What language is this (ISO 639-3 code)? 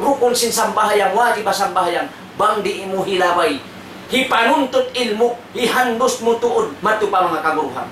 tsg